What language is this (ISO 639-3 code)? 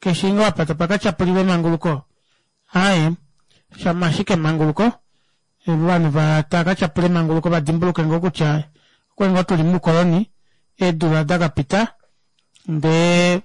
kua